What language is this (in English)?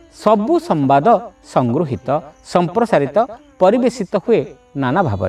Odia